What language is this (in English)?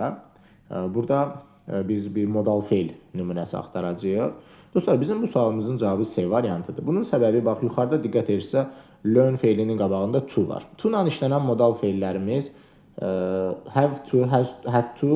Azerbaijani